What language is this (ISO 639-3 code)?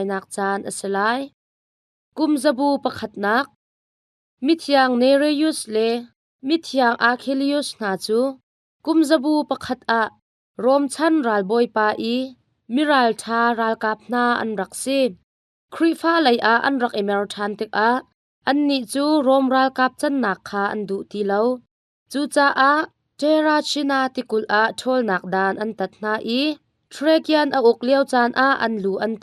cnh